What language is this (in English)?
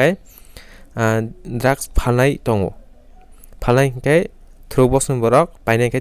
Kok Borok